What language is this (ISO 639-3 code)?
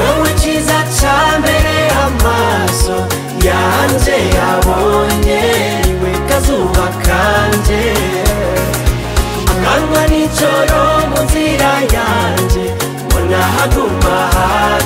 kin